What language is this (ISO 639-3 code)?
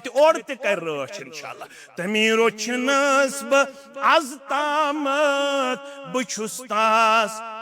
kas